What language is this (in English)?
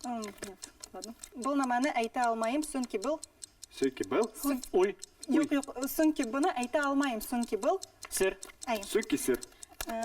Bashkir